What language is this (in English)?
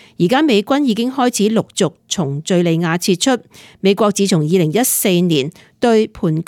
Cantonese